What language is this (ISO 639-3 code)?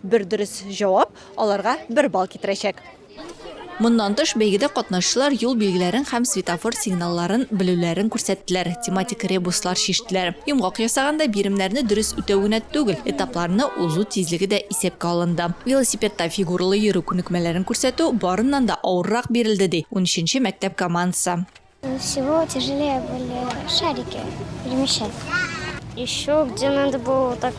tat